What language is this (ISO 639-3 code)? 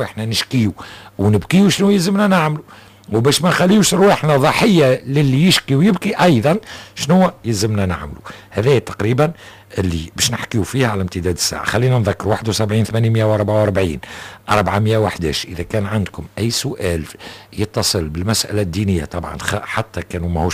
aeb